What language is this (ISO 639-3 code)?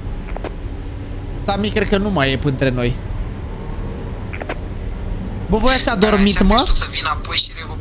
ron